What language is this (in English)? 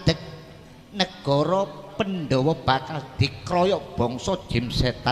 Javanese